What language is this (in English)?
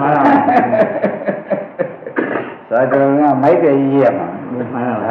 Burmese